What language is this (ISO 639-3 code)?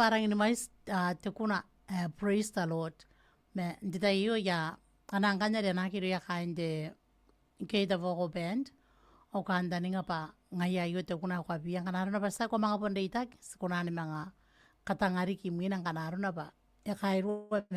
gil